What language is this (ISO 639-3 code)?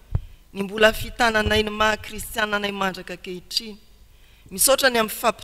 mlg